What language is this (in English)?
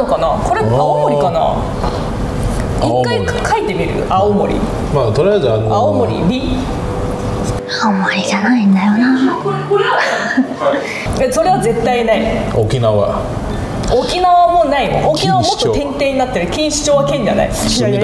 Japanese